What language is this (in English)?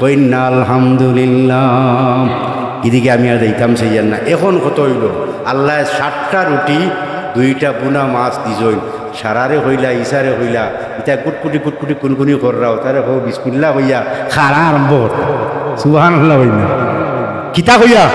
Sylheti